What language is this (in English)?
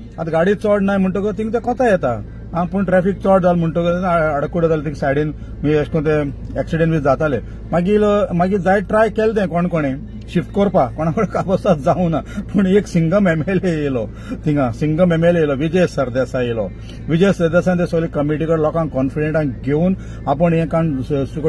Konkani